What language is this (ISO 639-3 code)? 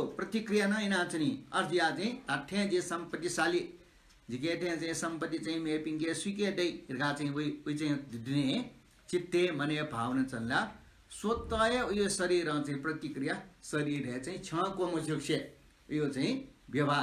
new